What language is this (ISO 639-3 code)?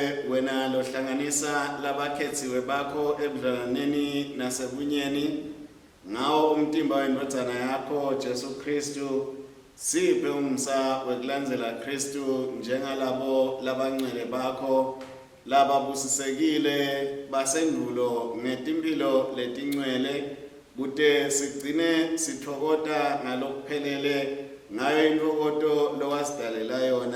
ssw